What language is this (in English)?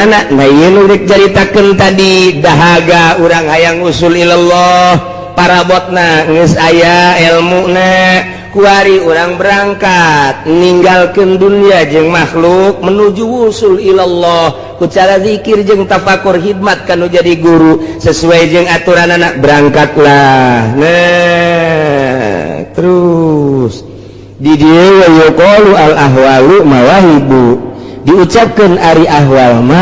Sundanese